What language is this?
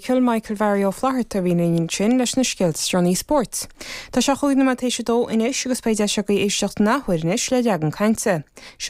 Irish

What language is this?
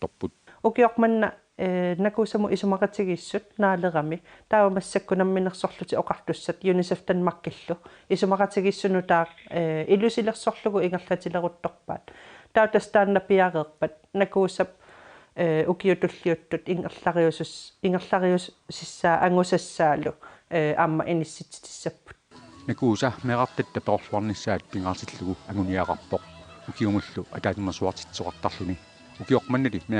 Kalaallisut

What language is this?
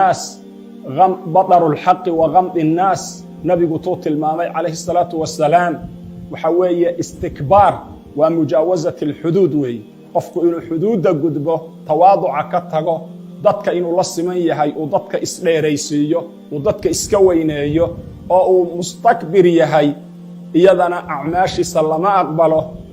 Somali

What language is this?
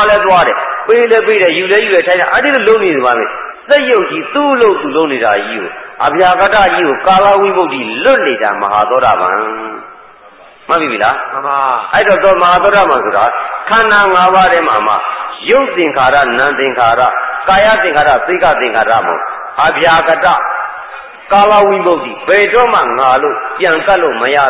Burmese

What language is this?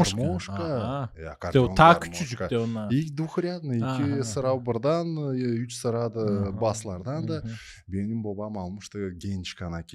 Gagauz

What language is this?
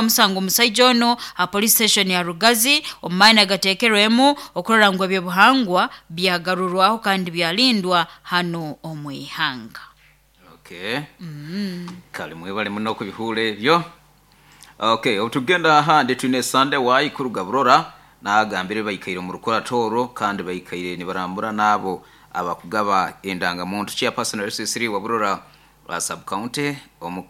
Nyoro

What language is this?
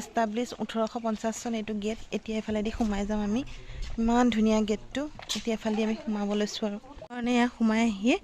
Assamese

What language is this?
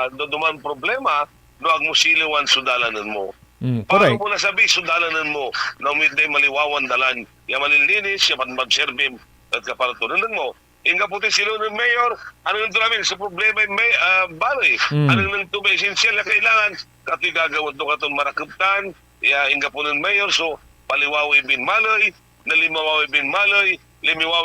Pangasinan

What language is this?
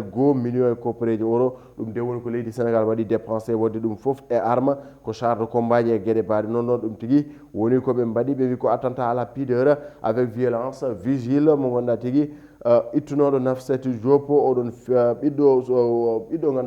Fula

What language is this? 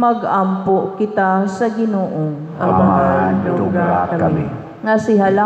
Cebuano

